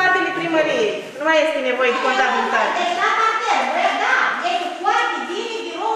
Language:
Romanian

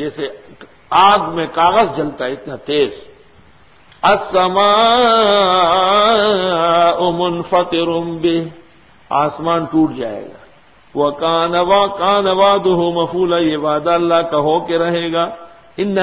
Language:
Urdu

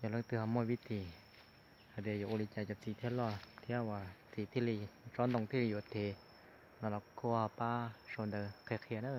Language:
Hmong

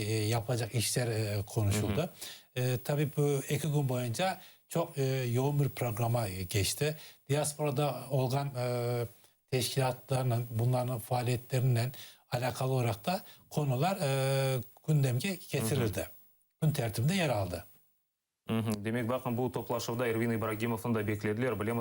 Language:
Crimean Tatar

